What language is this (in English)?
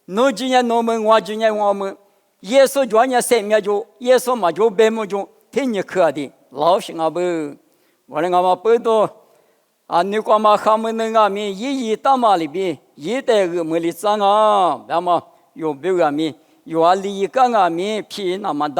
Lisu